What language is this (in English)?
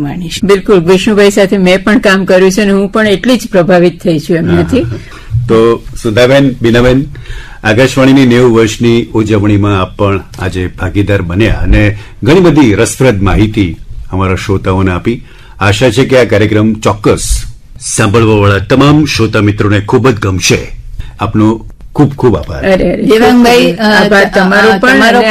Gujarati